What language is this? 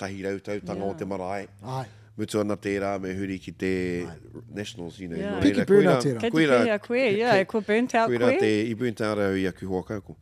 Māori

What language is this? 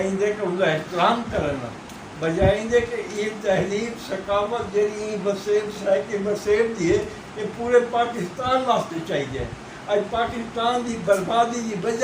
Saraiki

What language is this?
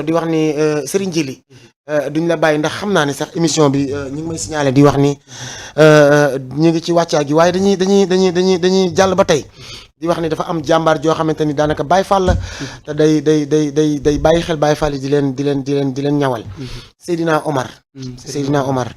Wolof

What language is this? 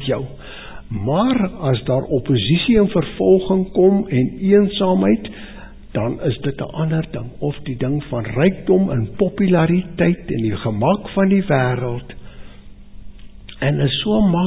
Afrikaans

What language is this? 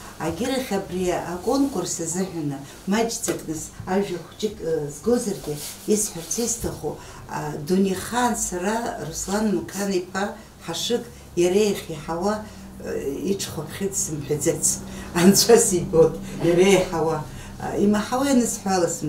Abkhazian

